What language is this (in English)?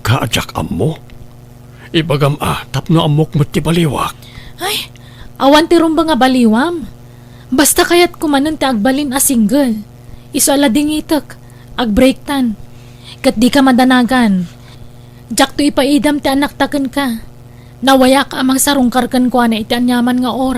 Iloko